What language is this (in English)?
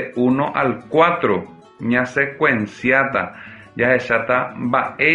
Guarani